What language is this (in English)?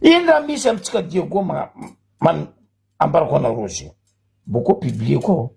Malagasy